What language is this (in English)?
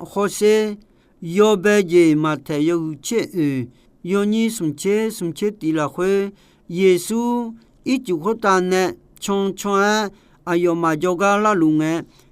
Akha